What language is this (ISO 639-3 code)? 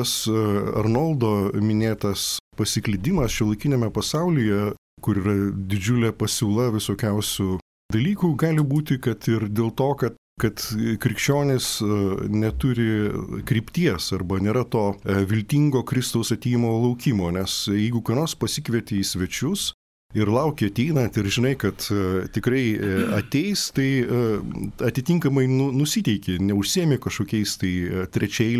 lit